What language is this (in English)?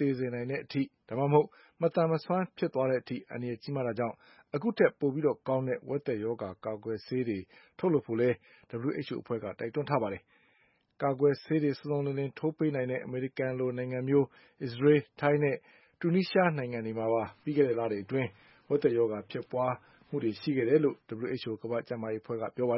Burmese